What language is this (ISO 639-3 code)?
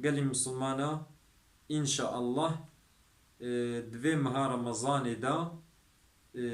kur